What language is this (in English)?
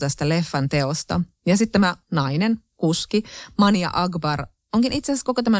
Finnish